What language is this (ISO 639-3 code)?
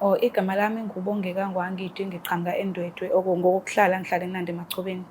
zul